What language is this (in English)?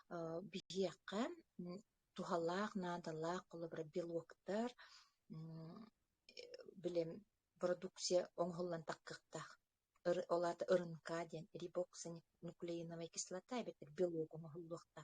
Yakut